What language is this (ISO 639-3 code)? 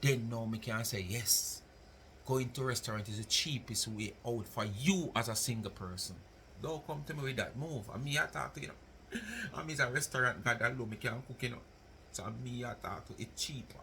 jam